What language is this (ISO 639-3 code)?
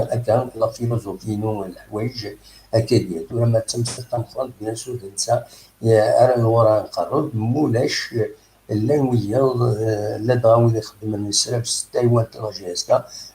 kab